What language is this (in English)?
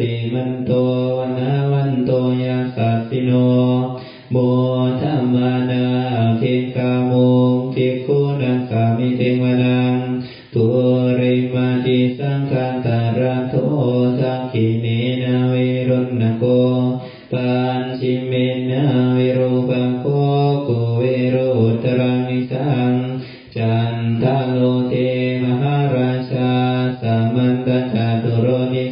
Pali